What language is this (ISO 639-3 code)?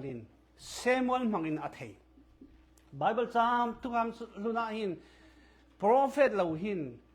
cfm